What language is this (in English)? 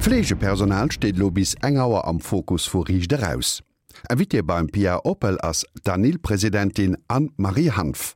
Luxembourgish